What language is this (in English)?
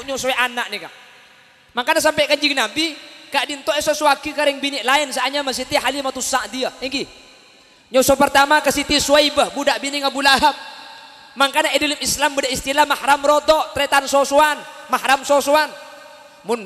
Madurese